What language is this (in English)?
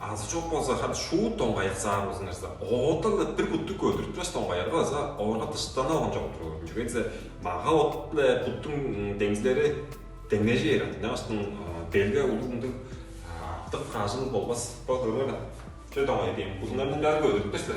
Tuvinian